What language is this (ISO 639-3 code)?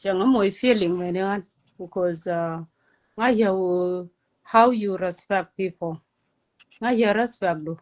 nus